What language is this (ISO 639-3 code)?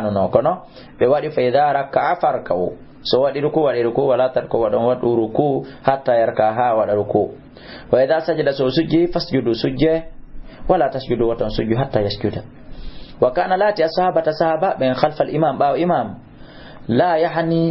ful